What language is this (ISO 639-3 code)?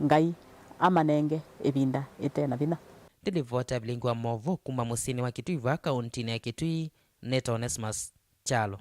kam